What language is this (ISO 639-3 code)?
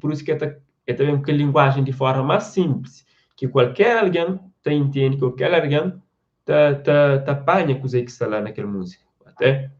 kea